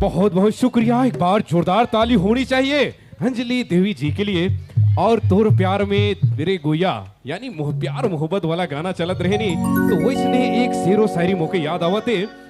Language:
Sadri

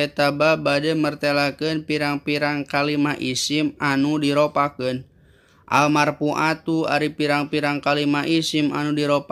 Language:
Sundanese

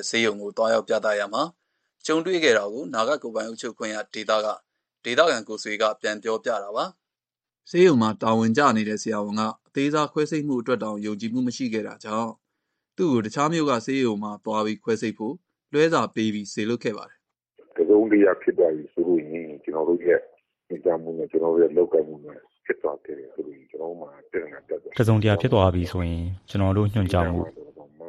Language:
Burmese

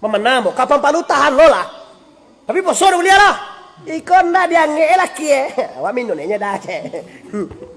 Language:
Minangkabau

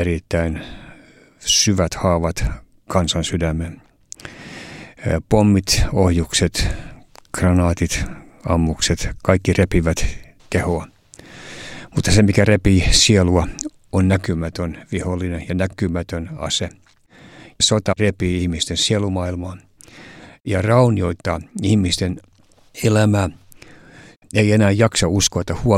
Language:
Finnish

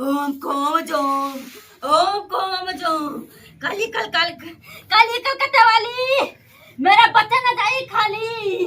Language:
Maithili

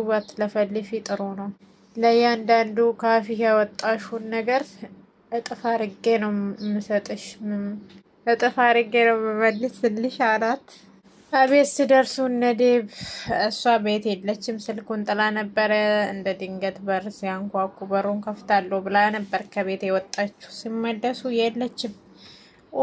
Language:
Amharic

